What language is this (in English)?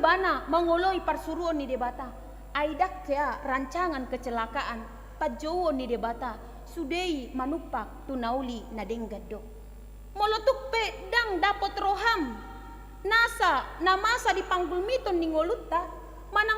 Batak Toba